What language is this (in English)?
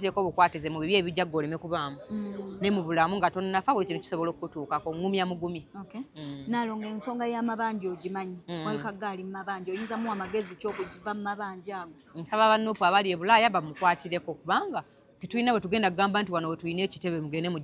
Ganda